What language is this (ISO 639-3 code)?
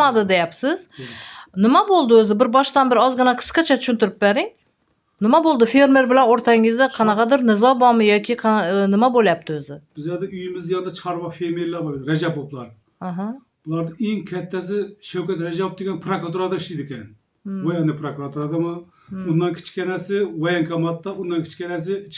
uzb